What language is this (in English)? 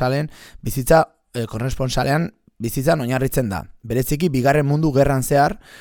Basque